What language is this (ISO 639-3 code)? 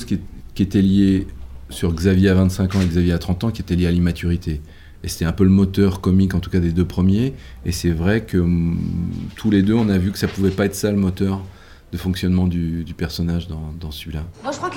fra